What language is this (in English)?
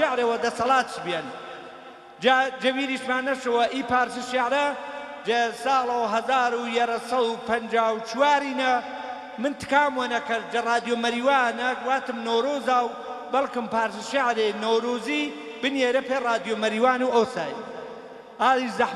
Gurani